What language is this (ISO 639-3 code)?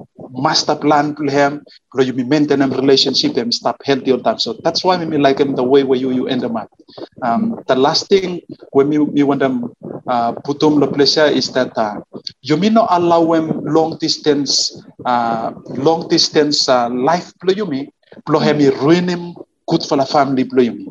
bis